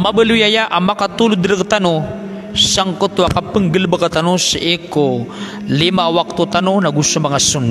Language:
Maranao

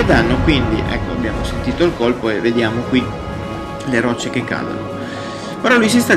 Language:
Italian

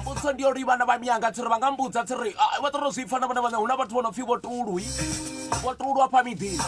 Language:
Venda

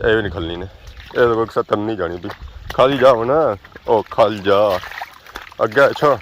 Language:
Pahari-Potwari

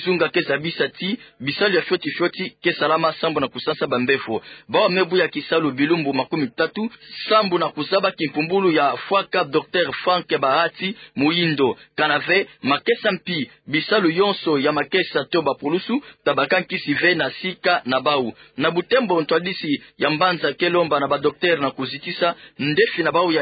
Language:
Kituba (Democratic Republic of Congo)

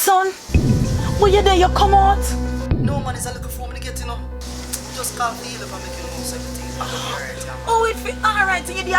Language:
Jamaican Creole English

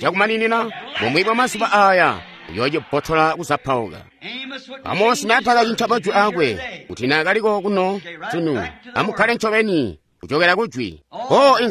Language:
Tonga (Zambia)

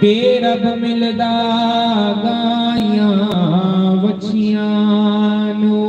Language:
Dogri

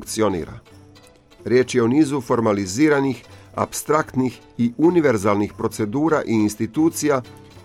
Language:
Croatian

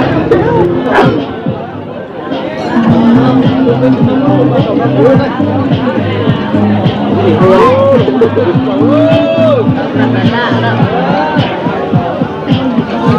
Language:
Hmong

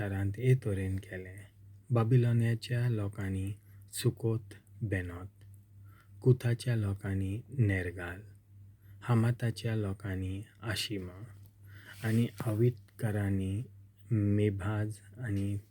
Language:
Konkani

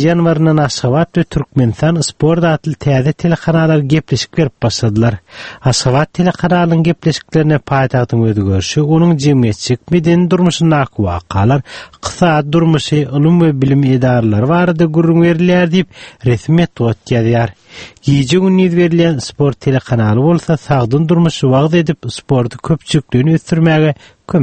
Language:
Turkmen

